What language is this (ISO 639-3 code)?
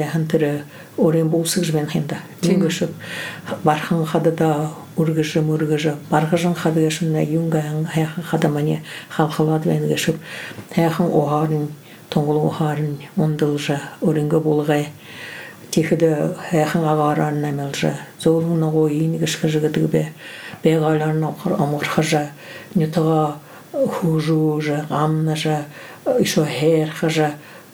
bua